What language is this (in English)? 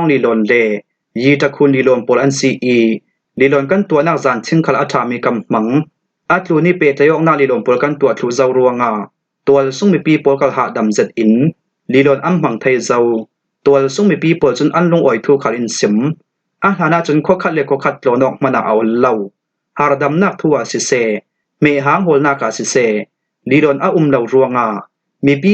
Falam Chin